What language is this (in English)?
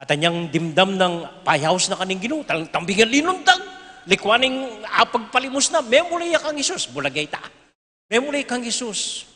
Pampanga